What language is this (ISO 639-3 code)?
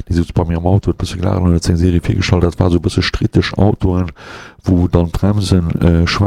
ltz